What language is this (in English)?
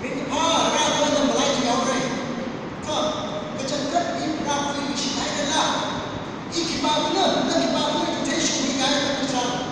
Tangkhul Naga (India)